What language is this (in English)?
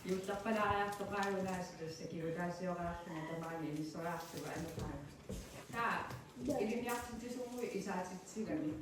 Kalaallisut